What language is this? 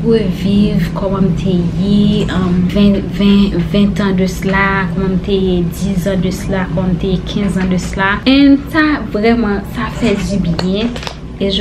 Haitian Creole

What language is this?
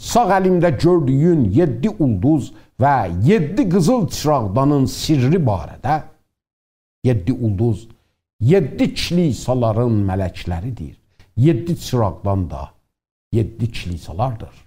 South Azerbaijani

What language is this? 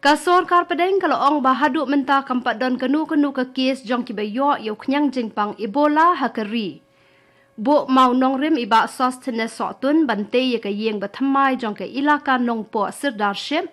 Khasi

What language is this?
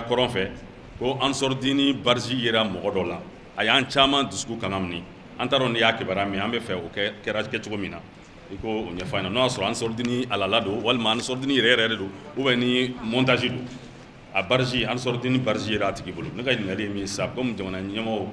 Bambara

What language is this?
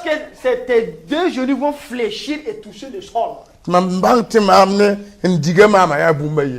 Mossi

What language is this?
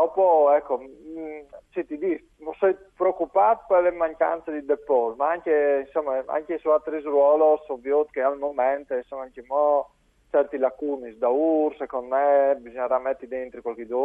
Friulian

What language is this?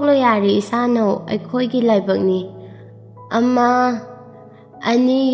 Manipuri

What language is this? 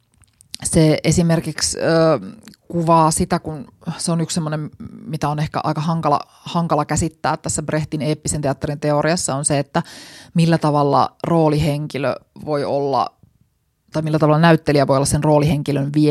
Finnish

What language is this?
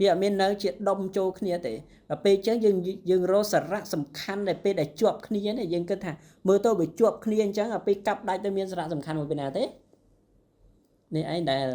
Khmer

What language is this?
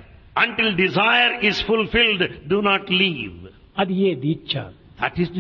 Telugu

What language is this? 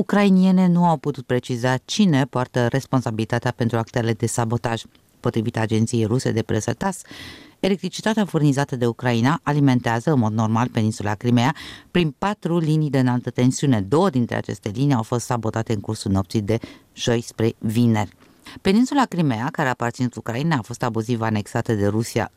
Romanian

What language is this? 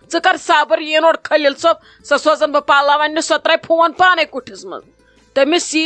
Kashmiri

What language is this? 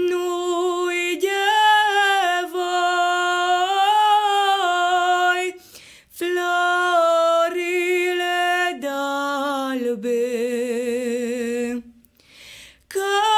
Romanian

